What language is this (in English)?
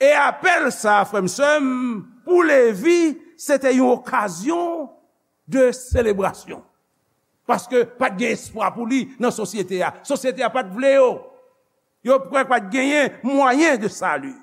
Haitian Creole